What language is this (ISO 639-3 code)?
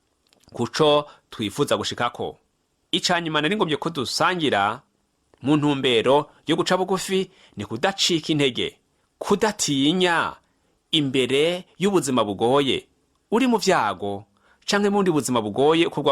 run